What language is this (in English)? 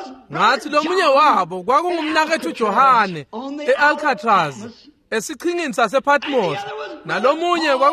Swati